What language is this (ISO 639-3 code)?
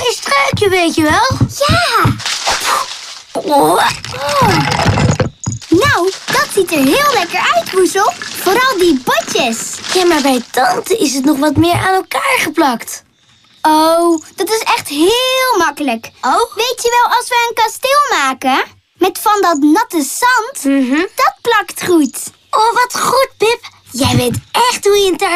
nld